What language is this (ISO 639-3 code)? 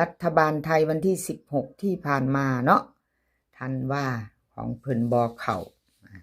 tts